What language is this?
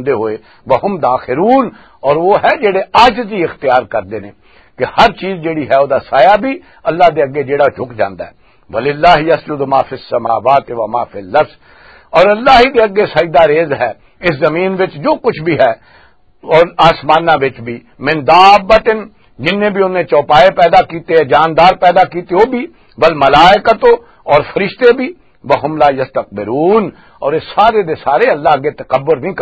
Western Panjabi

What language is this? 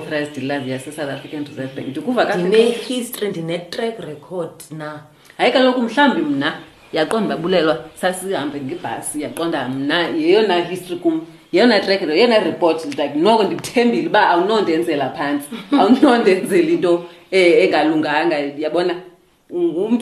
Xhosa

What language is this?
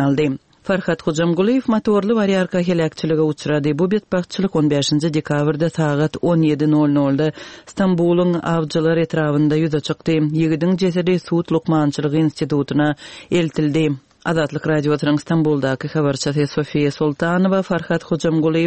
Turkmen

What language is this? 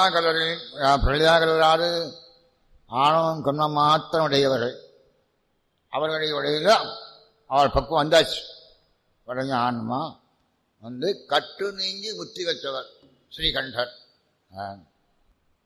Tamil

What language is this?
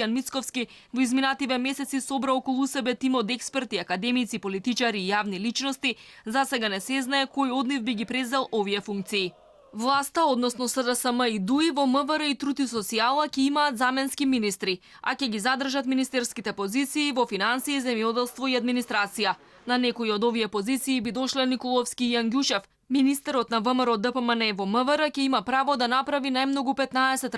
Macedonian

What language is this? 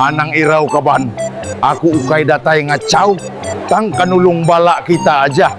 Iban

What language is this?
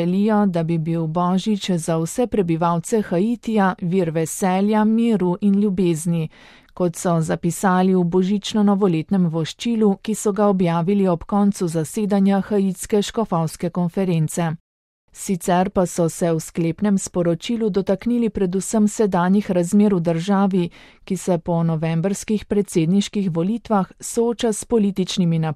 Slovenian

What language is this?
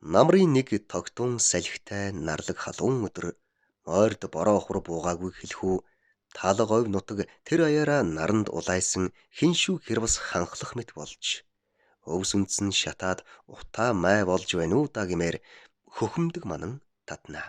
Mongolian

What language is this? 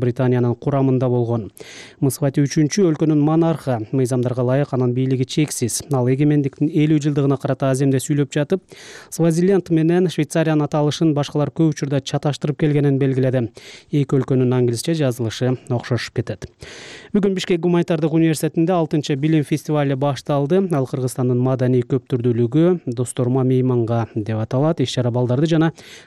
Kyrgyz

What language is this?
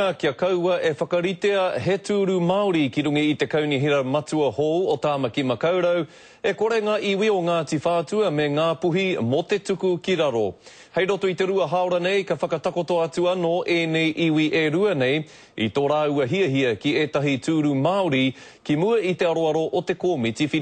Māori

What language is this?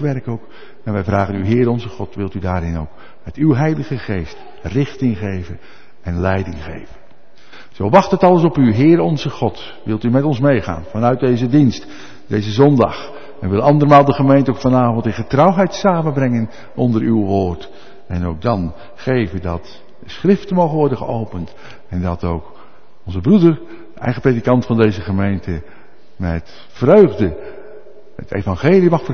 Dutch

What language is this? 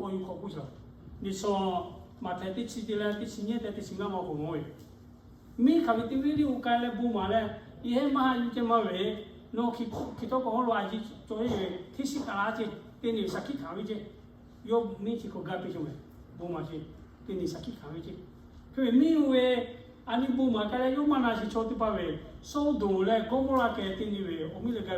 Lahu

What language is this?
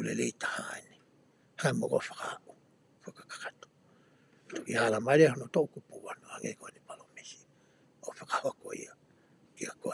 Tongan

